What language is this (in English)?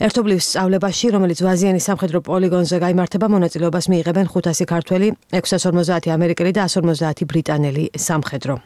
Georgian